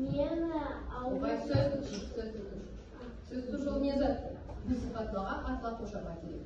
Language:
Karachay-Balkar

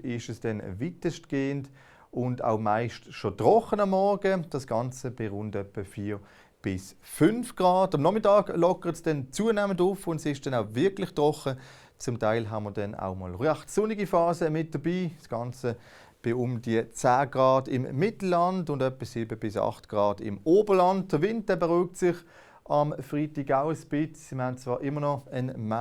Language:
Swiss German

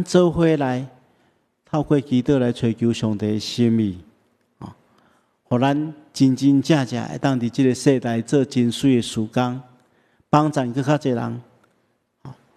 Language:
Min Nan Chinese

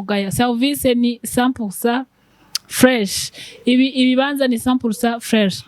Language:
Rundi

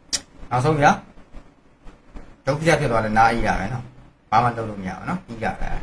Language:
Burmese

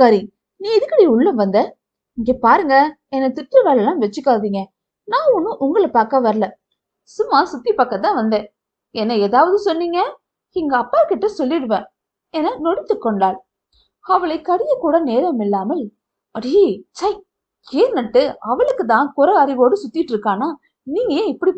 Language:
Tamil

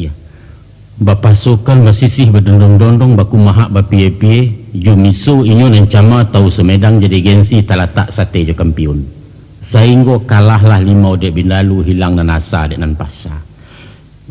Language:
Minangkabau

